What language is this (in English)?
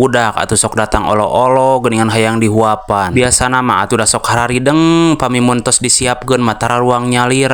Sundanese